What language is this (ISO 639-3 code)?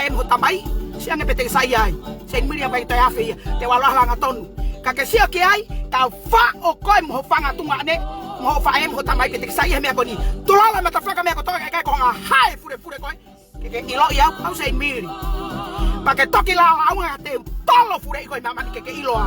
ton